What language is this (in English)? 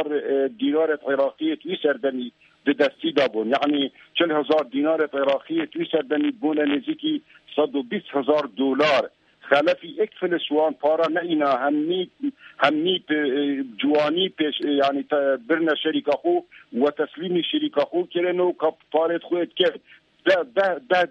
Kurdish